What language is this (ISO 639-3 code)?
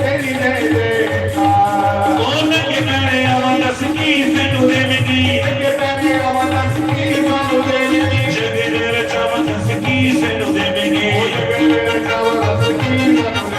doi